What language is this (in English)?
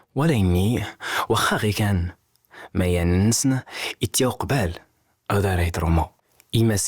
Kabyle